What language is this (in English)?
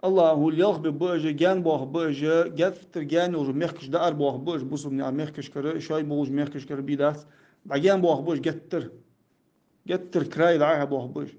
Ingush